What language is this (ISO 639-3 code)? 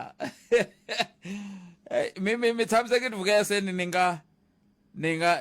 tso